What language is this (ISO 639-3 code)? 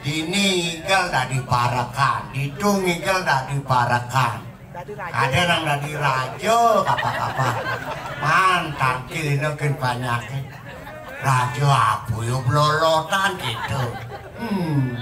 ban